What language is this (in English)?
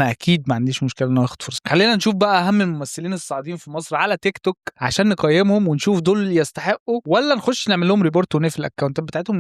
Egyptian Arabic